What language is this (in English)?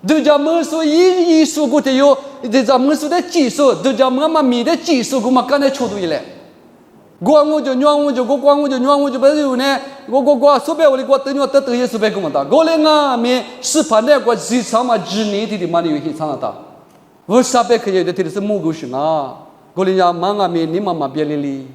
Lisu